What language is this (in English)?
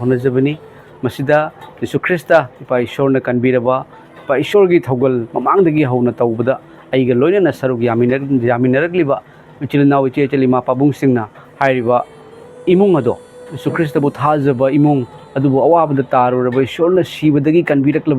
Manipuri